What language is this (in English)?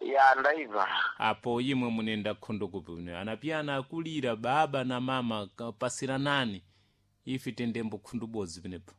Sena